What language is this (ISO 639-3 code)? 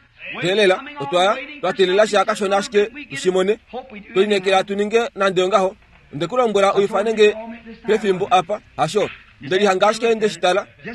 kua